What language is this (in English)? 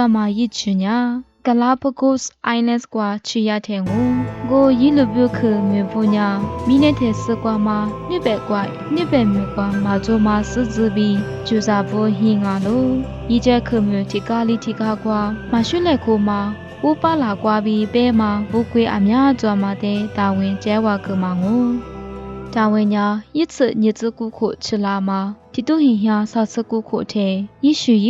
Lisu